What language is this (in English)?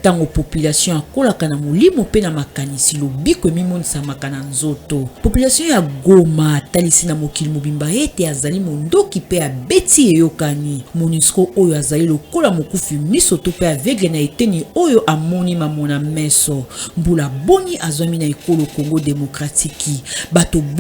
Lingala